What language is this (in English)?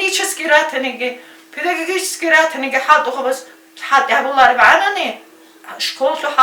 Avaric